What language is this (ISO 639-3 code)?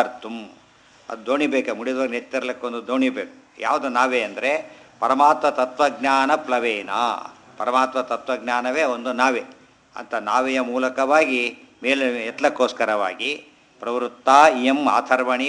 kan